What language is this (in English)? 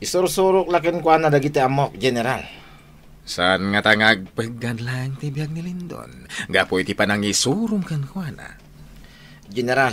Iloko